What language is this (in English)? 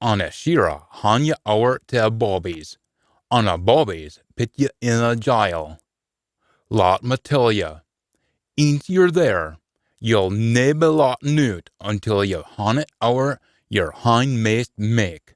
Scots